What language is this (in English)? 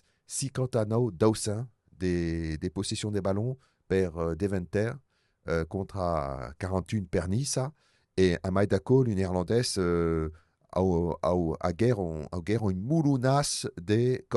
Occitan